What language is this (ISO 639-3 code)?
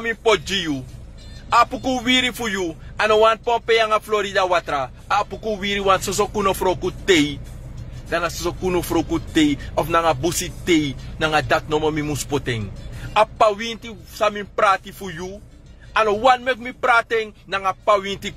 srn